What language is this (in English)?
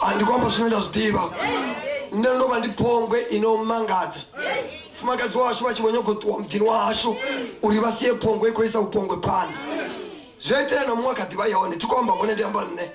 Venda